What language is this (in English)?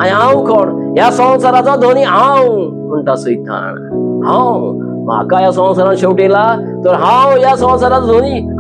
Konkani